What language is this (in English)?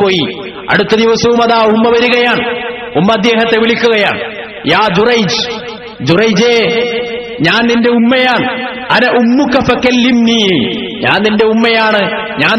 Malayalam